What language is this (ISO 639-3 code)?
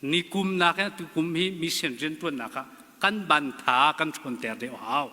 cnh